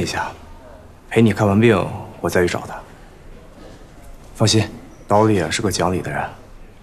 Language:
Chinese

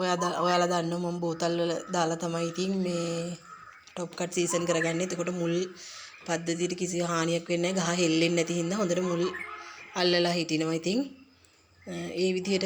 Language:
Sinhala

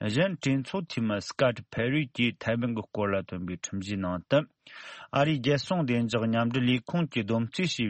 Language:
Tibetan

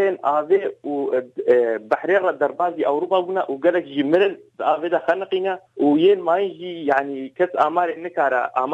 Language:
Kurdish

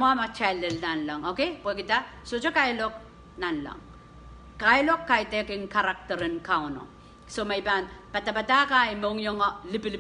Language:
Pohnpeian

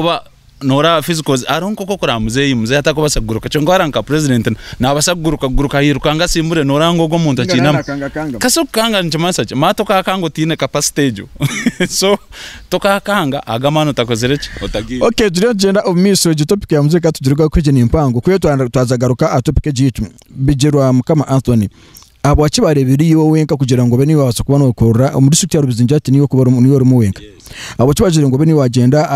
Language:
Nyankole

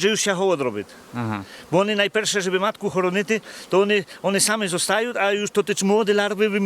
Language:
Rusyn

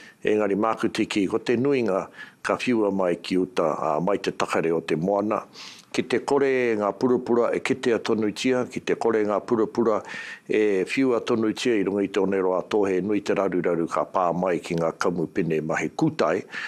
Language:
Māori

